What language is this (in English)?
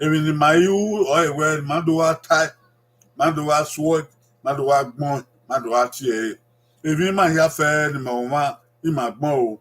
Bini